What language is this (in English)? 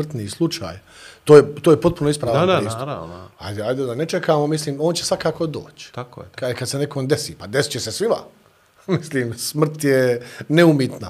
Bosnian